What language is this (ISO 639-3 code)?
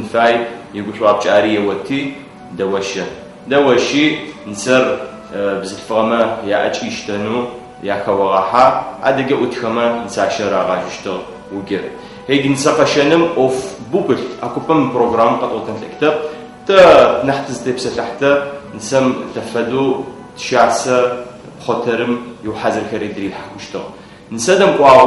ady